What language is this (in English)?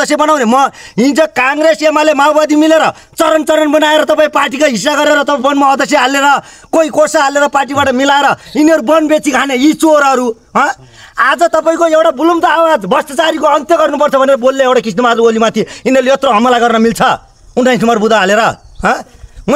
Nepali